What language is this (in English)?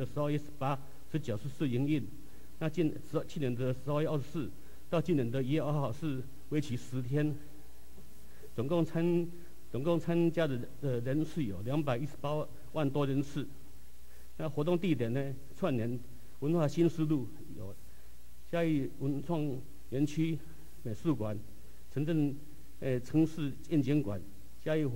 Chinese